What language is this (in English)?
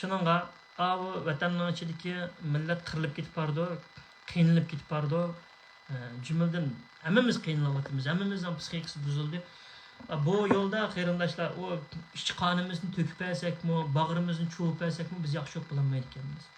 Uyghur